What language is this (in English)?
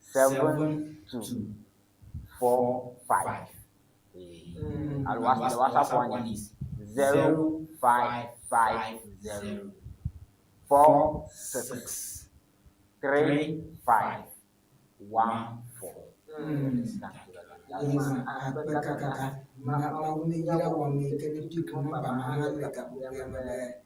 Ewe